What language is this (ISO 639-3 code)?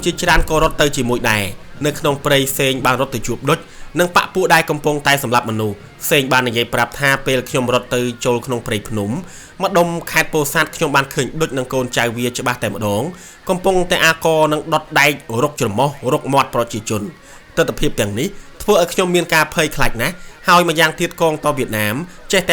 khm